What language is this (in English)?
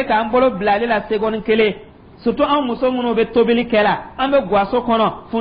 Dyula